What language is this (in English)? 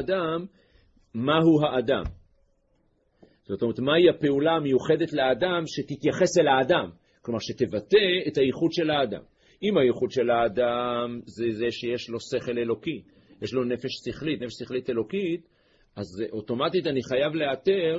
Hebrew